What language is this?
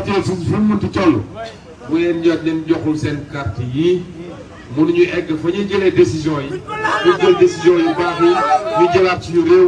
Wolof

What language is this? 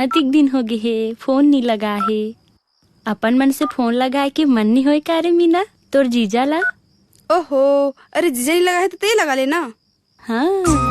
Chhattisgarhi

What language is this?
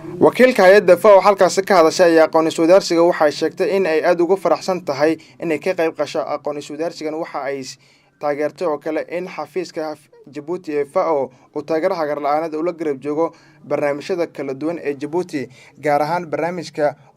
Somali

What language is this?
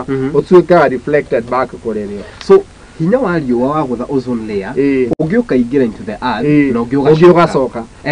Kikuyu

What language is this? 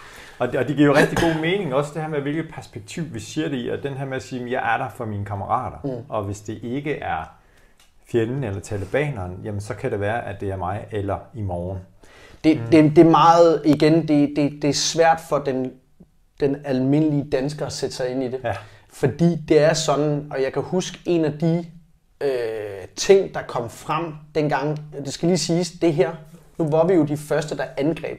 Danish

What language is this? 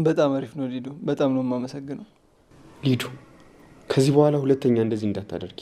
Amharic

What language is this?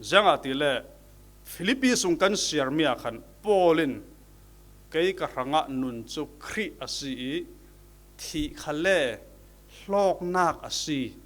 Falam Chin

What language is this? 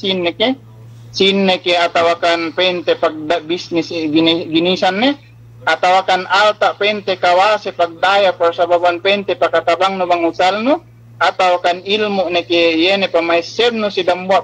Yakan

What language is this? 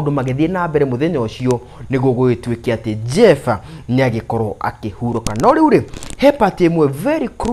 Kikuyu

